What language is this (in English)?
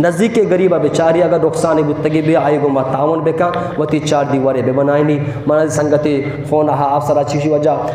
Eastern Balochi